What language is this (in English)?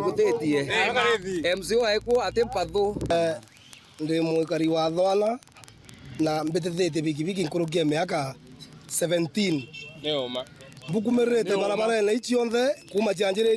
Meru